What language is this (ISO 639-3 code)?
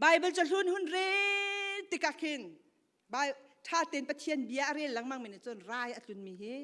cnh